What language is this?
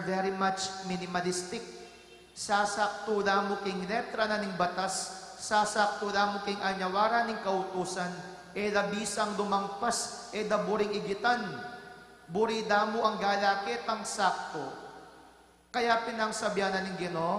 Pampanga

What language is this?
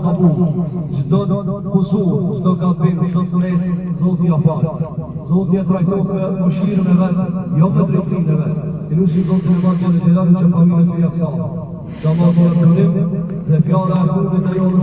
Albanian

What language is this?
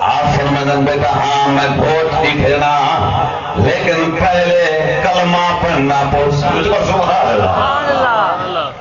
Saraiki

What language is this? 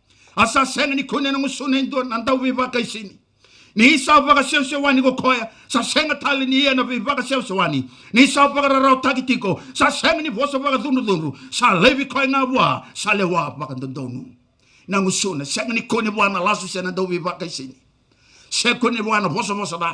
Fijian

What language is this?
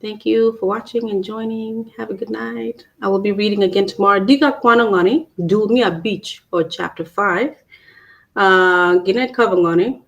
Acoli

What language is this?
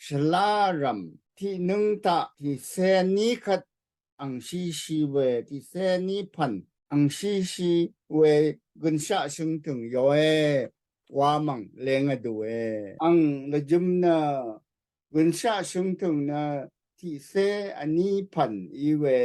Rawang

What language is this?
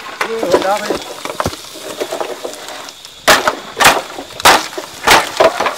Vietnamese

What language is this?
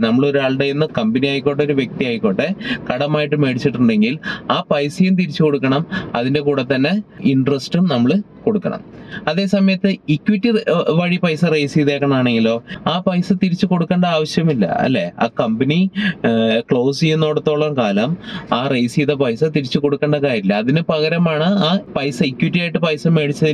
Malayalam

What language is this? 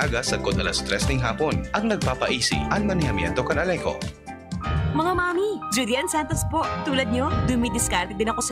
Bikol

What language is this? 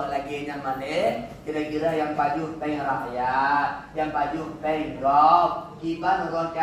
Achinese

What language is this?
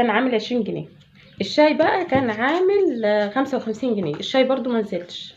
Egyptian Arabic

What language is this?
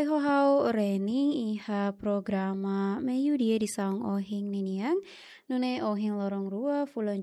Tetum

